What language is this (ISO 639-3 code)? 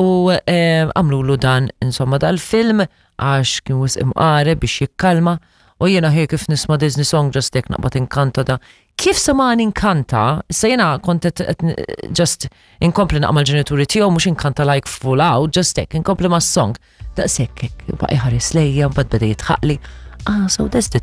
mlt